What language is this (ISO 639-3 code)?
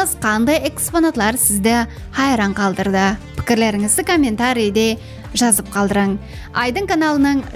kaa